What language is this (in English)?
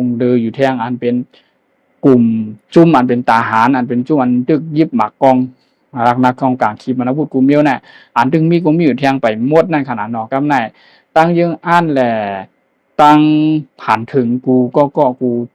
Shan